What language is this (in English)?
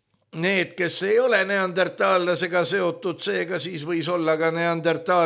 Estonian